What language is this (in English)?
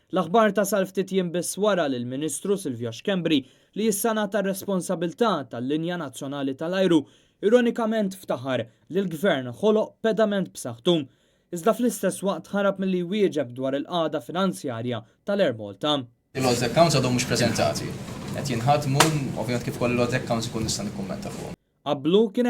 Maltese